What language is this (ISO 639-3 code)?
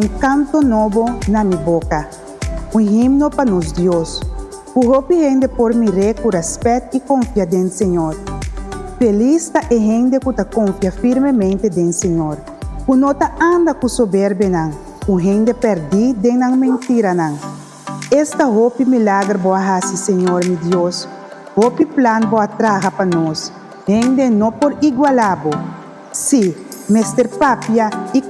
pap